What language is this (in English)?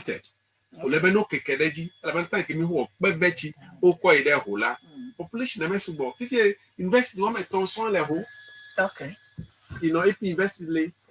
Ewe